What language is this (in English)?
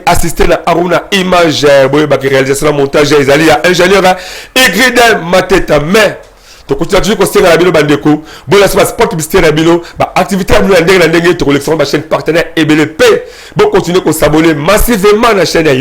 Lingala